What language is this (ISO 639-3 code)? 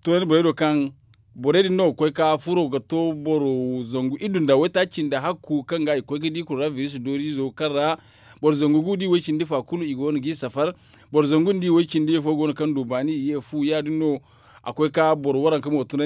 dje